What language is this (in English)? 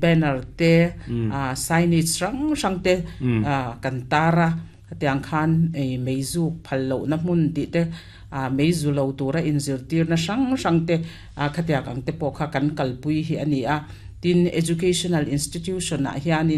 Mizo